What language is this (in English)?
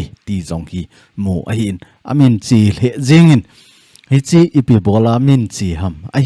Thado Chin